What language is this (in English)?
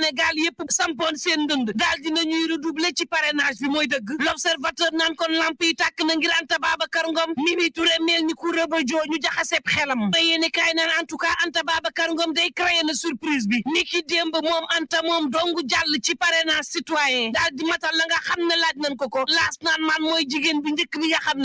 Wolof